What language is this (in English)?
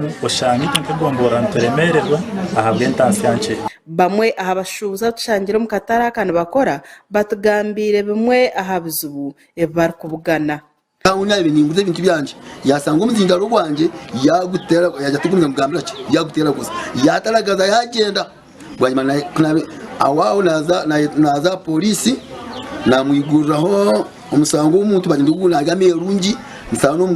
Nyankole